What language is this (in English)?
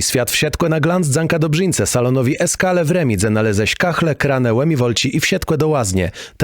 Kashubian